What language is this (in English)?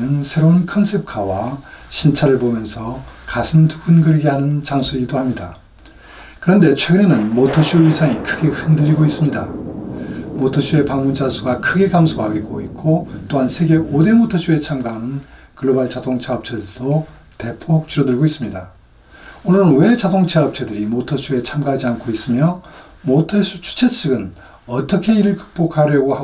Korean